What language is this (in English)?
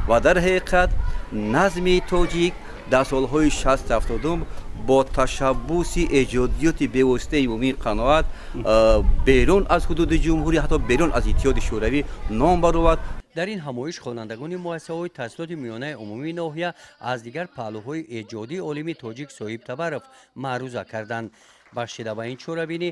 Tajik